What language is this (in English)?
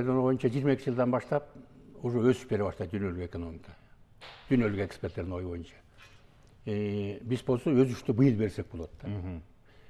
Kyrgyz